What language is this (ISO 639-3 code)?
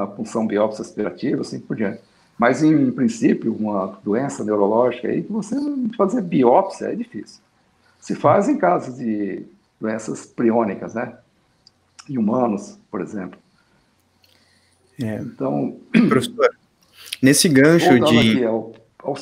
por